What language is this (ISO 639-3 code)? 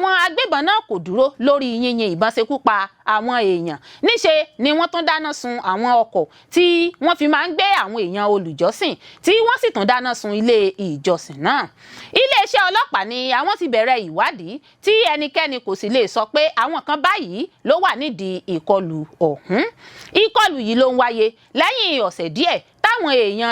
yor